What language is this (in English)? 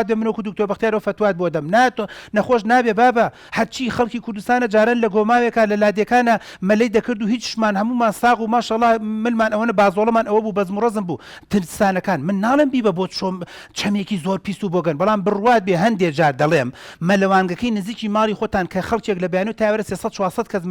Central Kurdish